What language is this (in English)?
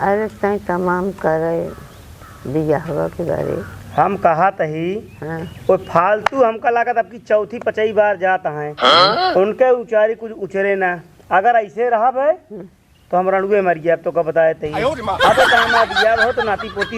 Awadhi